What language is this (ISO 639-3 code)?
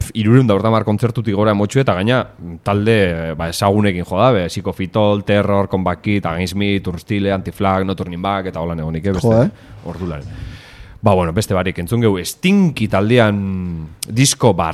eus